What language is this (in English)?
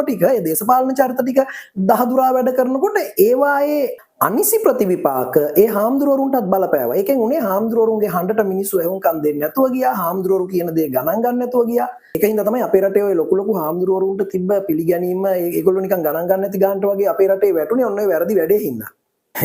Sinhala